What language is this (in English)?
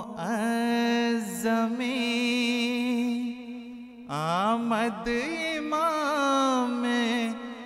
Urdu